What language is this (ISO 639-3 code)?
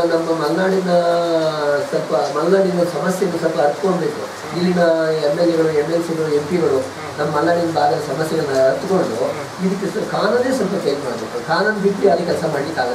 kan